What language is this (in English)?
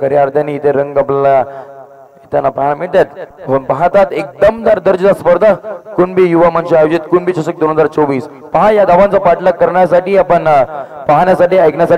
Marathi